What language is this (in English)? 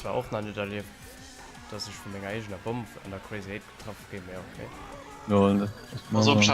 Luxembourgish